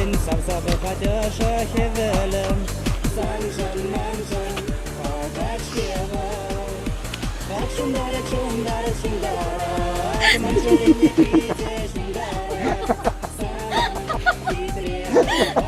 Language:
Chuvash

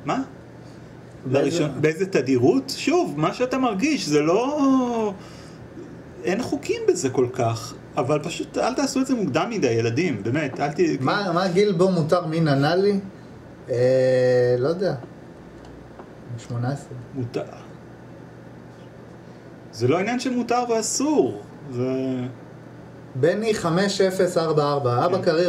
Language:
Hebrew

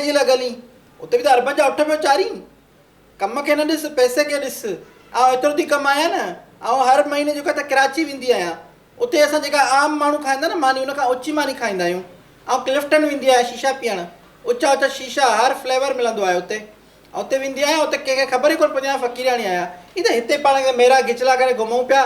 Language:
Sindhi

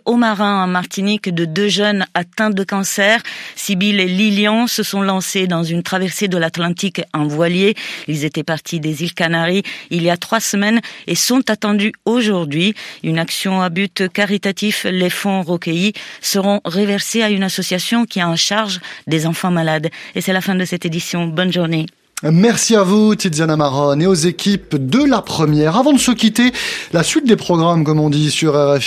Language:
French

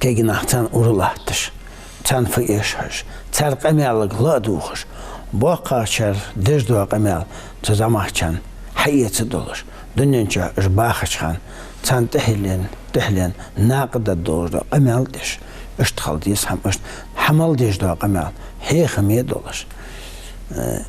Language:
Ingush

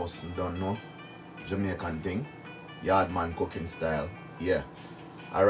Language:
Jamaican Creole English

